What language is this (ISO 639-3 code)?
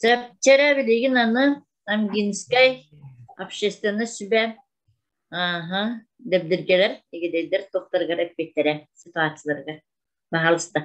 sah